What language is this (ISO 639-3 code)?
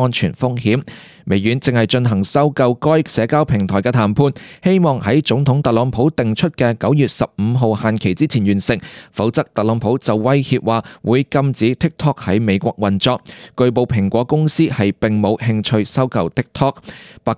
yue